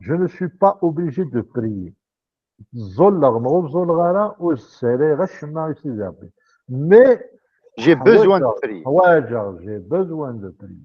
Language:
Kabyle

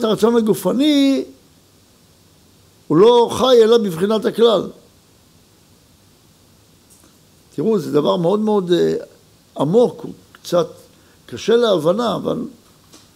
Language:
Hebrew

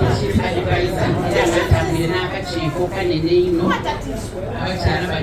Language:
Soga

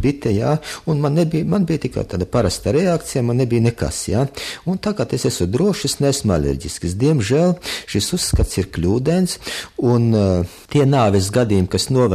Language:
Latvian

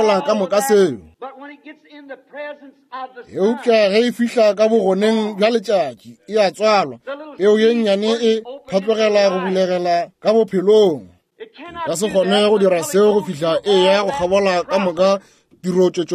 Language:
Northern Sotho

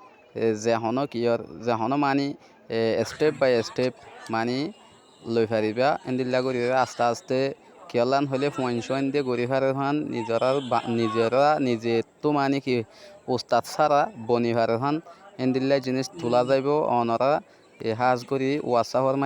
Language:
Rohingya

